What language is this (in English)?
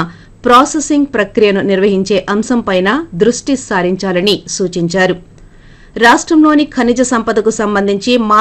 Telugu